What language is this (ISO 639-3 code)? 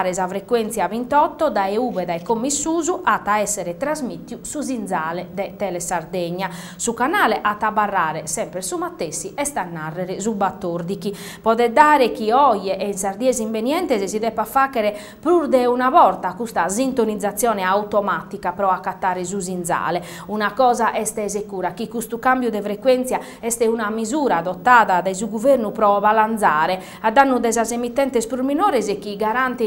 srd